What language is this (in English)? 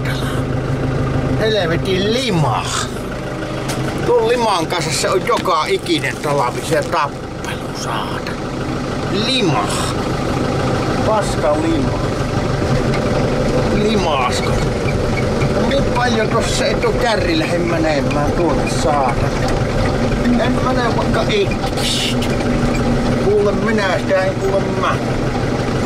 Finnish